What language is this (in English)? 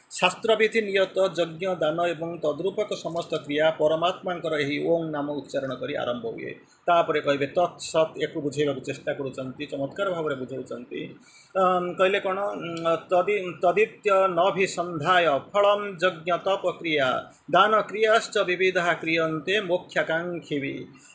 Odia